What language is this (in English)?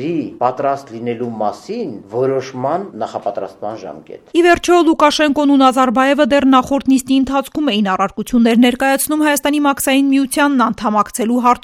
Armenian